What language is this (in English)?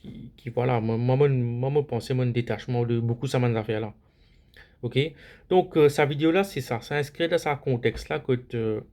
Morisyen